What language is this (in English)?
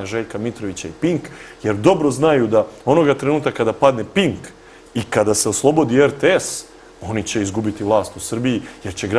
Serbian